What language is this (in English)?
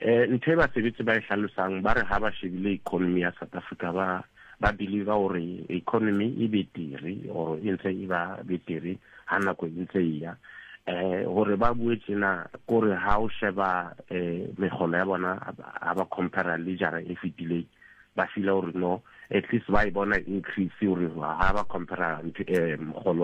Southern Sotho